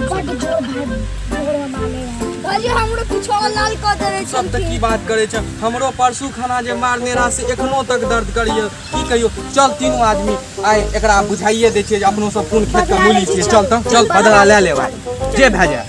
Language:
Maithili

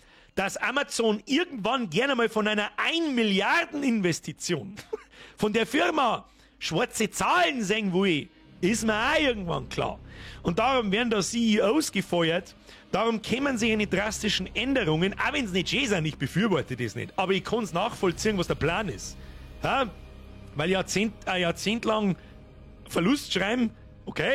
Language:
Bavarian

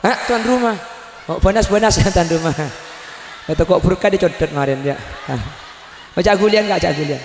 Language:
Madurese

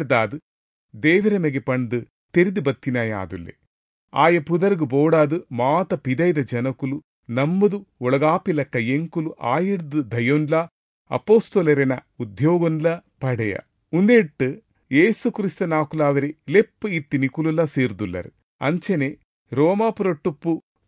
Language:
Tulu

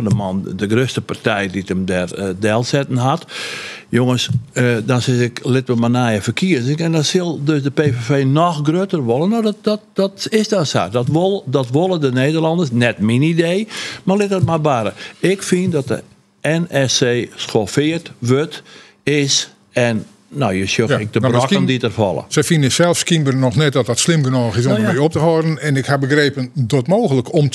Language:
Western Frisian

